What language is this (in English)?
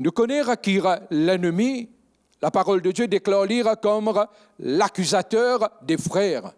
Morisyen